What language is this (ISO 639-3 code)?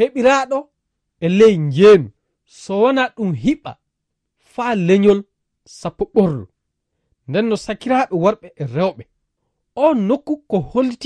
ful